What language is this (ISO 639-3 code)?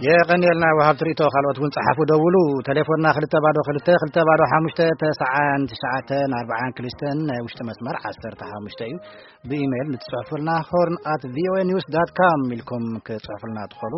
tir